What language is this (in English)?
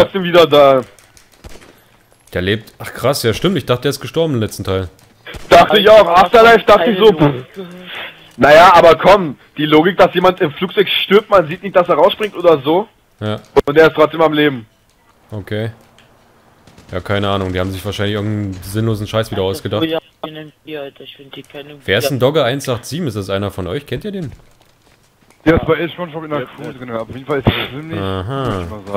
German